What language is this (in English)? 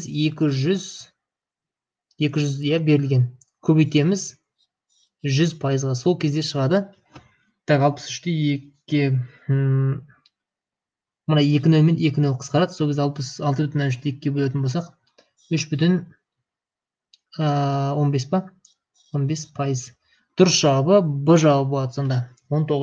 Kazakh